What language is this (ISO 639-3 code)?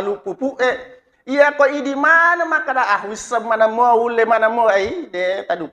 bug